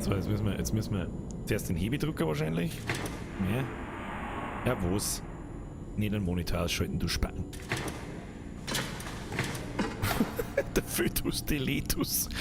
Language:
Bavarian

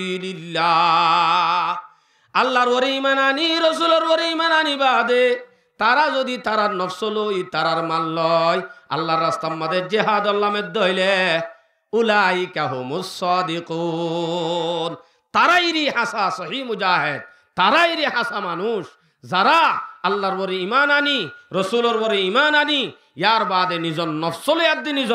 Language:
Rohingya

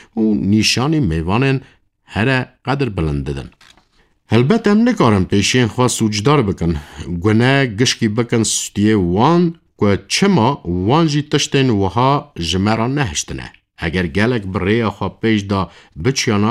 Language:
Kurdish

